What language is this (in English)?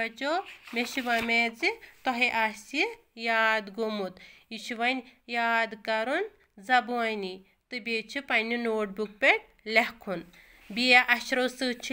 Kashmiri